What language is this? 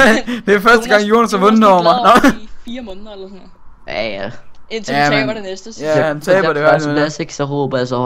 Danish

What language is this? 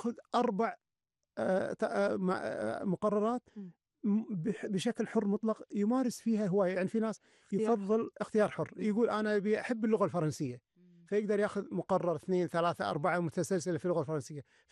Gulf Arabic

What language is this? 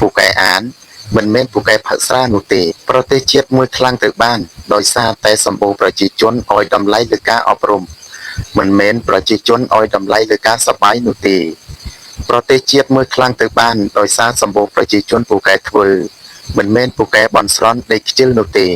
Khmer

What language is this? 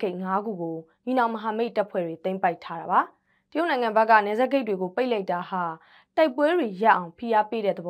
Burmese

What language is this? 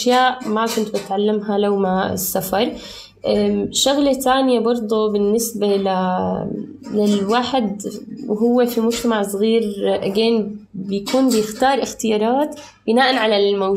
North Levantine Arabic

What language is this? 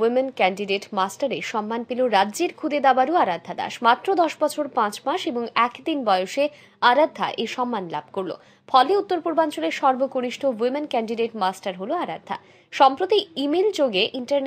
Bangla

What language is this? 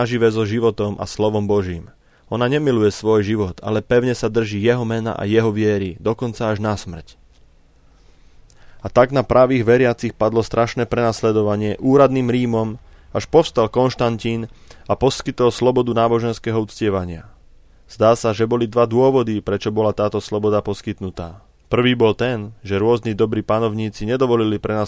Slovak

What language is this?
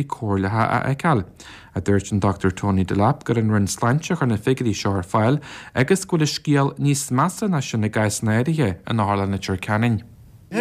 Irish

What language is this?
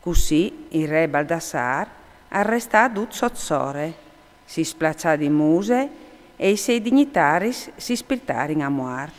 Friulian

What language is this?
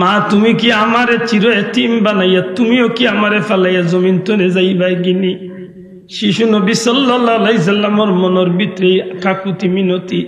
Sylheti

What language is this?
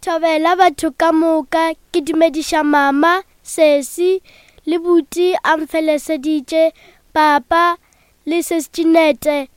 Northern Sotho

